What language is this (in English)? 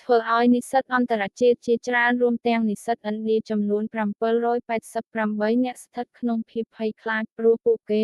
Khmer